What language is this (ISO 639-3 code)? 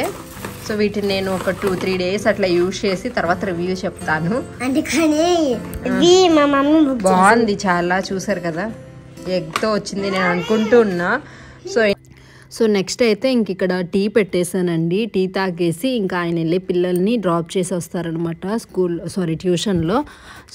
tel